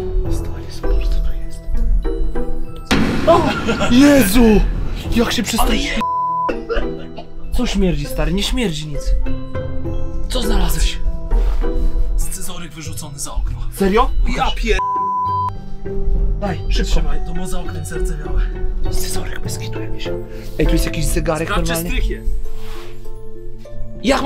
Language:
Polish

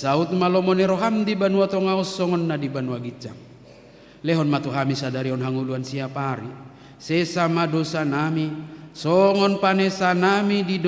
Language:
Batak Toba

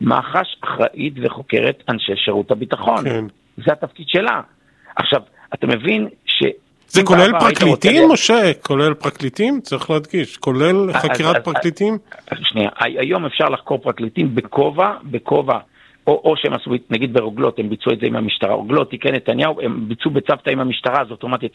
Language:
Hebrew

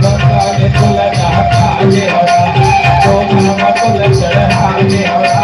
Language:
Chhattisgarhi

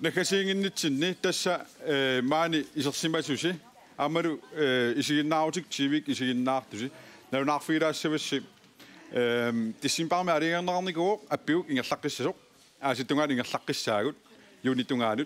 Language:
Kalaallisut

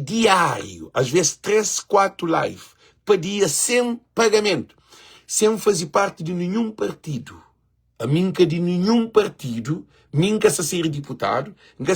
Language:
Kabuverdianu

